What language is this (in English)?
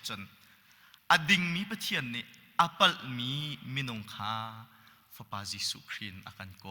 Hakha Chin